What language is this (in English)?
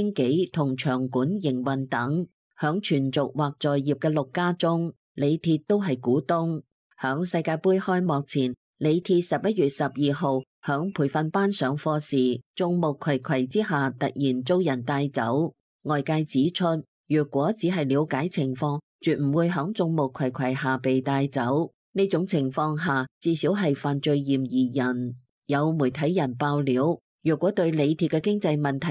Cantonese